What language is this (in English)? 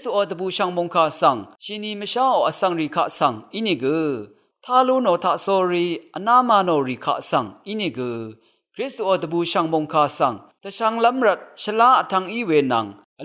Rawang